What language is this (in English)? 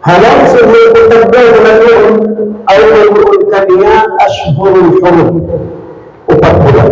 Tausug